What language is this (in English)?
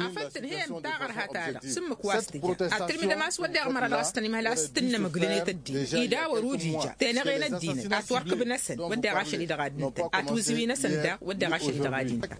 Tamasheq